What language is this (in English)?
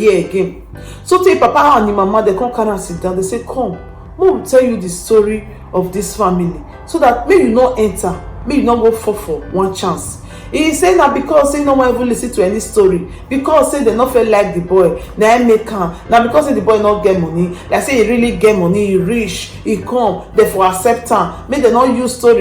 Nigerian Pidgin